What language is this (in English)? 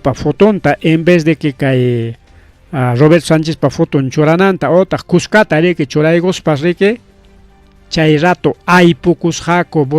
Ayacucho Quechua